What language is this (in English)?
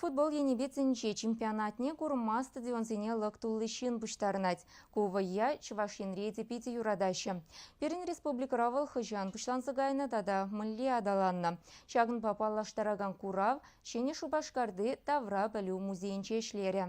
Chuvash